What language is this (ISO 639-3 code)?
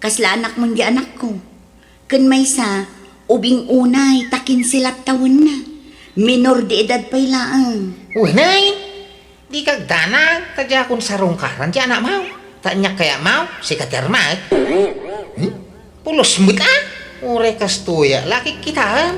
ilo